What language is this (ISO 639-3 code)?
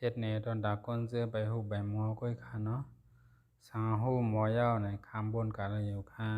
shn